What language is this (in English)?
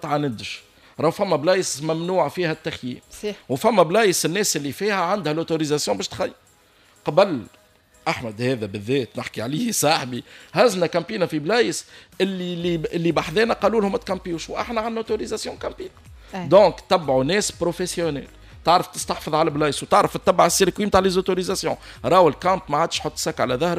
Tunisian Arabic